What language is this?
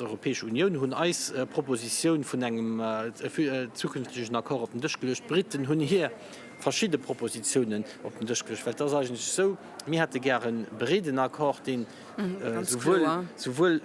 Luxembourgish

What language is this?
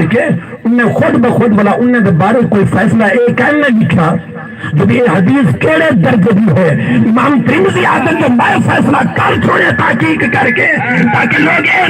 Saraiki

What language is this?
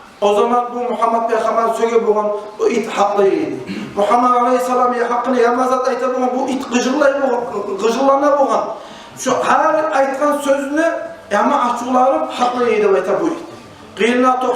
Kumyk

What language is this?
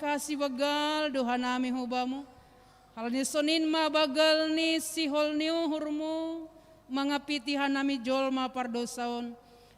Batak Simalungun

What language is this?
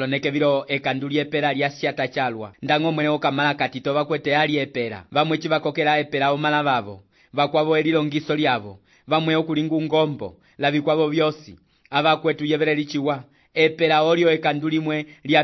Umbundu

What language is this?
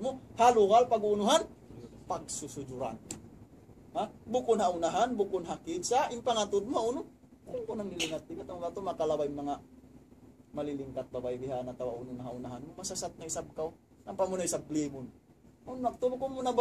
Tausug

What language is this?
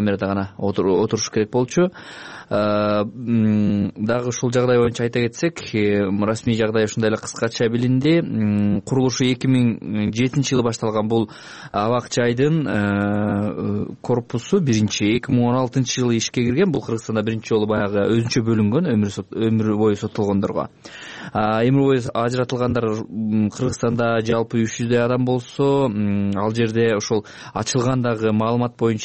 Kyrgyz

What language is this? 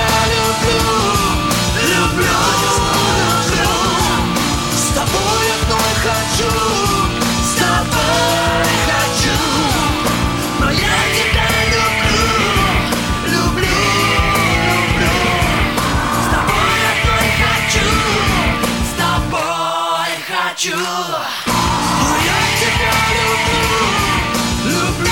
Russian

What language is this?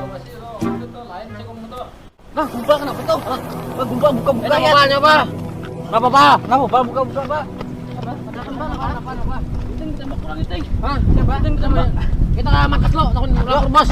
Banjar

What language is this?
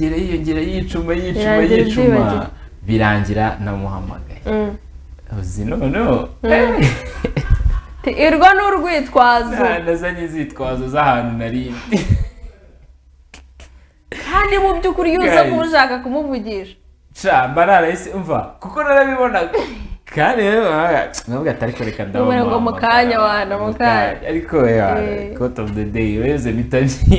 Kinyarwanda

